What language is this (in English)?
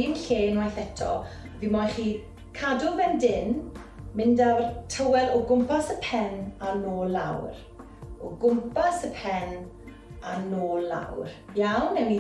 Welsh